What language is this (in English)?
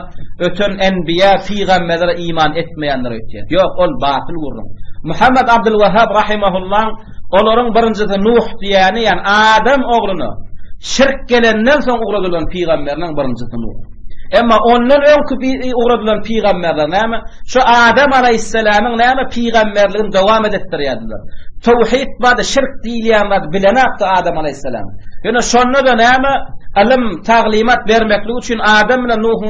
Turkmen